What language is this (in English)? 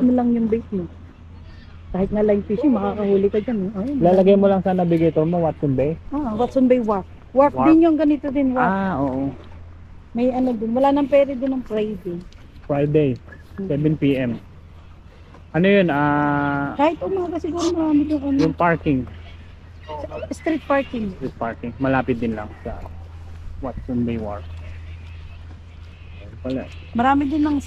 Filipino